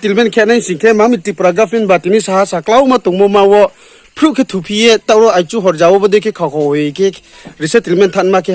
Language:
Riang (India)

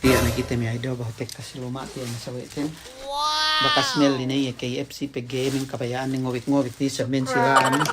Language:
Yakan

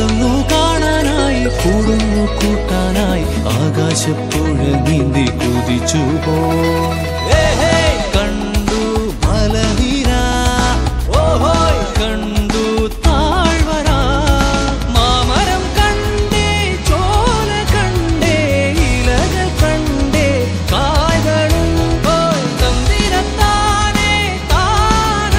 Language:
Malayalam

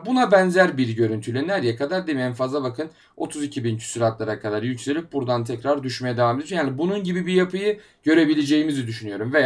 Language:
Turkish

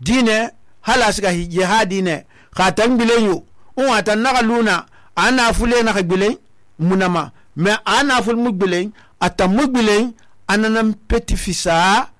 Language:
Susu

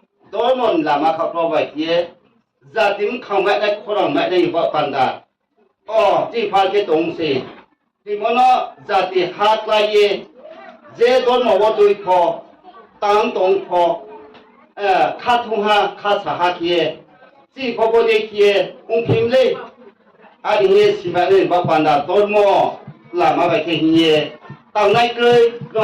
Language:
Riang (India)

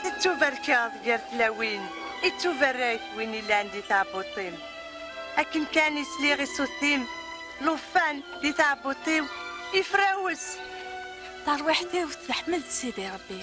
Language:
Kabyle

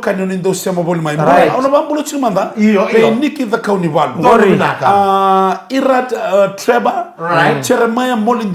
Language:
Fijian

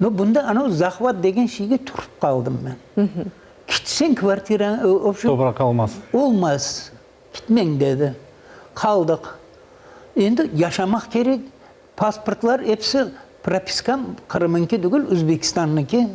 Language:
Crimean Tatar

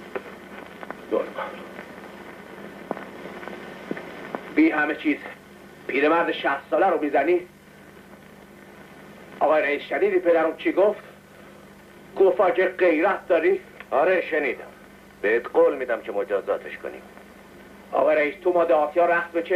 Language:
Persian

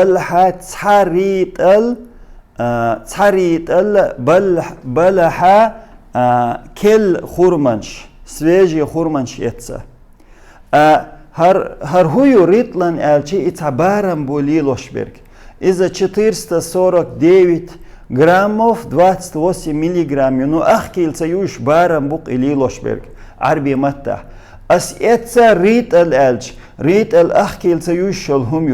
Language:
Chechen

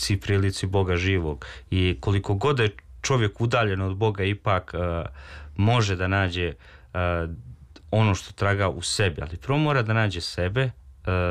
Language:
Serbian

